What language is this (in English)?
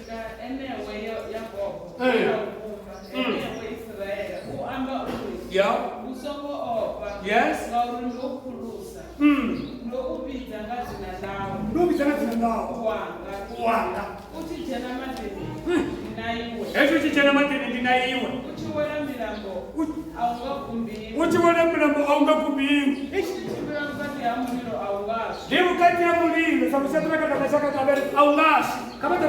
Venda